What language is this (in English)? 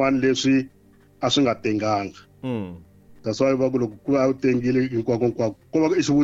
Tsonga